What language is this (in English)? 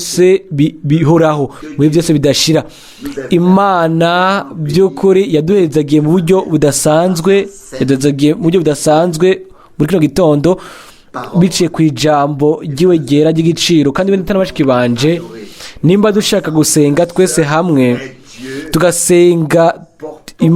Rundi